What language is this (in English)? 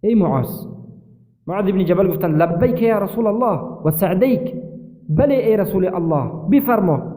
Persian